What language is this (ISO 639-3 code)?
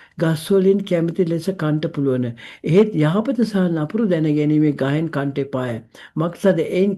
sin